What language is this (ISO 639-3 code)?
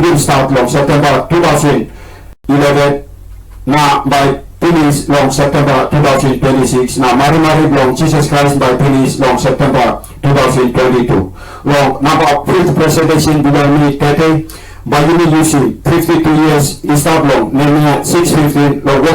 tpi